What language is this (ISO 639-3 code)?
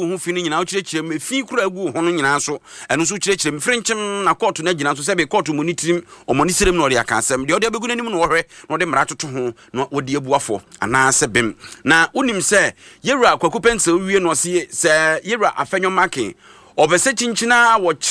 aka